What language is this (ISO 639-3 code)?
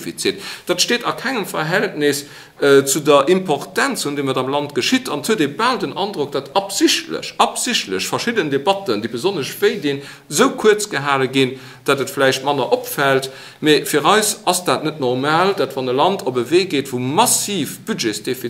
ltz